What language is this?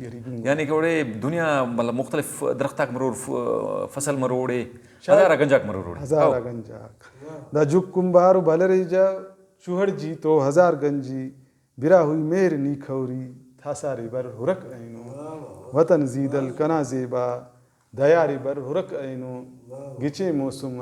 Brahui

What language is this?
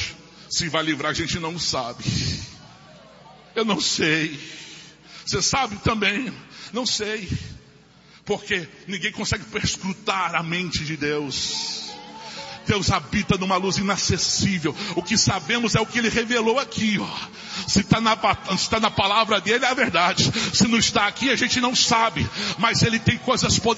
Portuguese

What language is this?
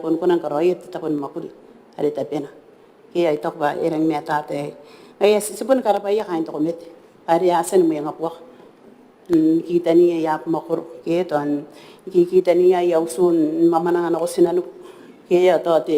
Gilbertese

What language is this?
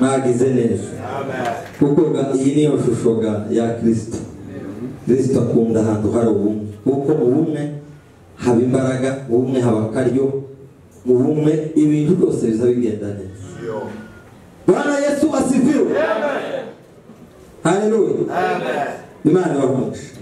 Kinyarwanda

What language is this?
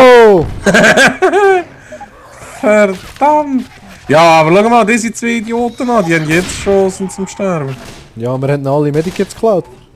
Swiss German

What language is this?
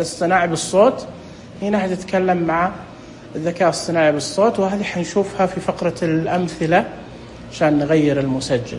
Najdi Arabic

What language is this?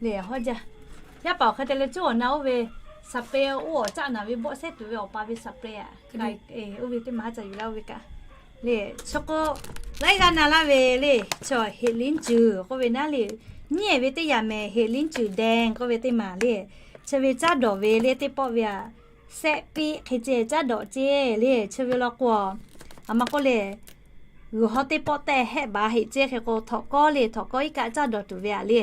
Lahu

